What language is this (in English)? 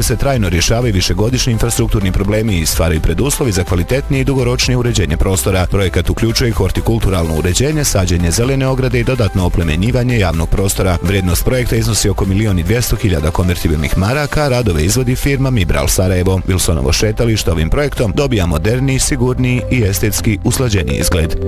Bosnian